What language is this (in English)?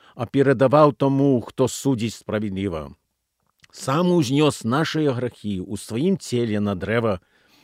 Belarusian